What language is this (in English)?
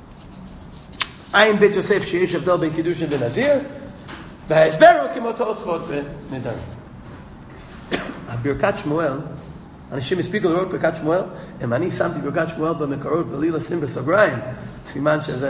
Hebrew